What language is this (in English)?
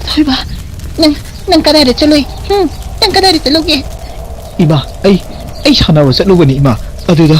Manipuri